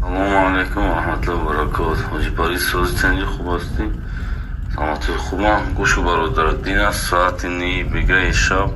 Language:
Tajik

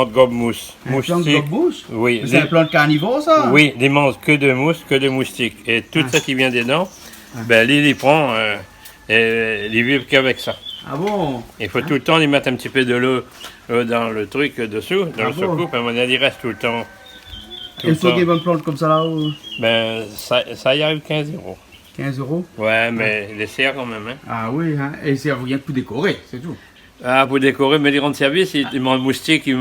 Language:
Réunion Creole French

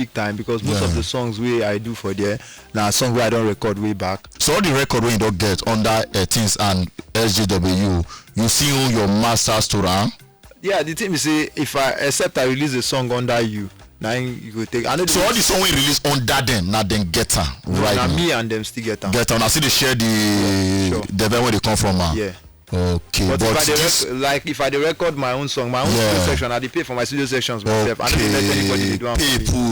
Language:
Nigerian Pidgin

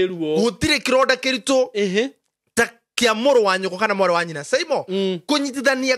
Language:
Kikuyu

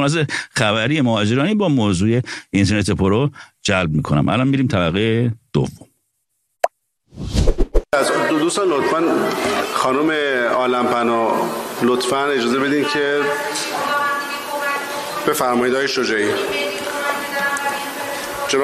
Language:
Persian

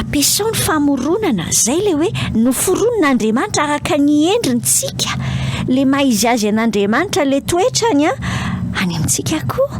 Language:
Malagasy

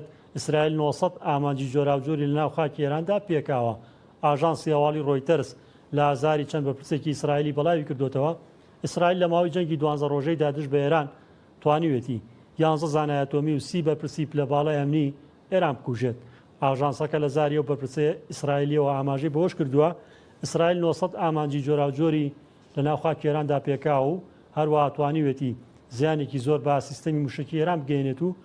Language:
Central Kurdish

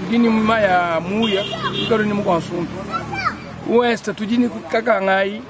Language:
Luba-Lulua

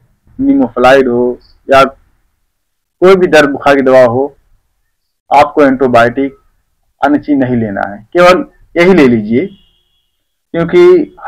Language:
Hindi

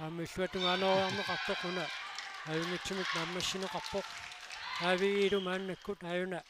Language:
Kalaallisut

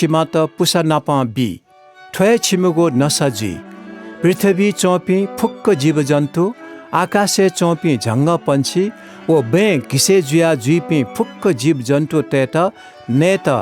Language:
Newari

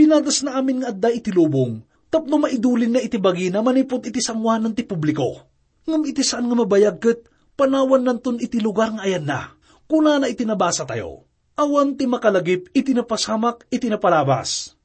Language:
Iloko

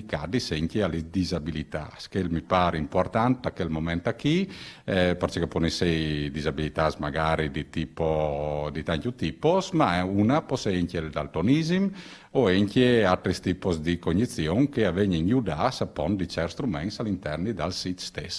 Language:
Friulian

